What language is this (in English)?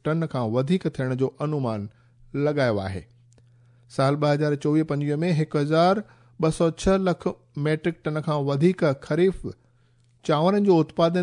Sindhi